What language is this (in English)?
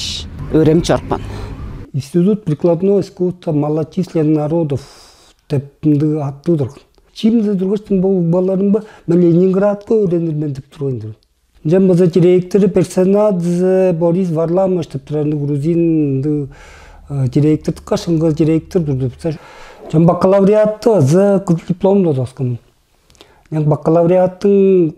Tuvinian